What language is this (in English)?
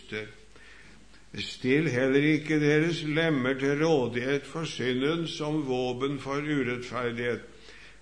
Norwegian